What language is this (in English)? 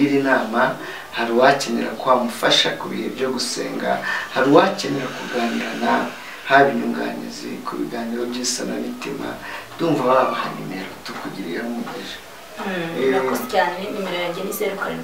Kinyarwanda